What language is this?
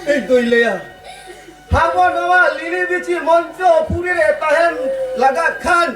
Santali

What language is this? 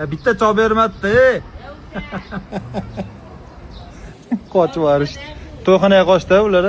Uzbek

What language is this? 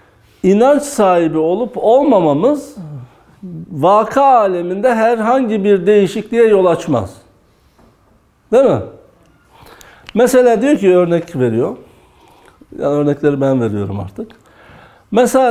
Turkish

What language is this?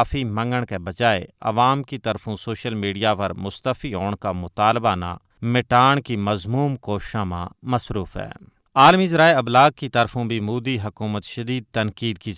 Gujari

